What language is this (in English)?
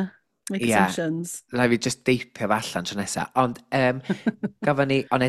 Welsh